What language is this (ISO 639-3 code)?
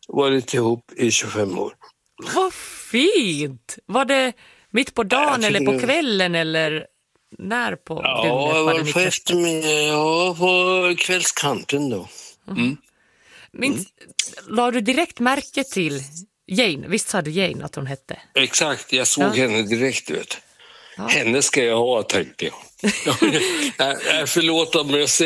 swe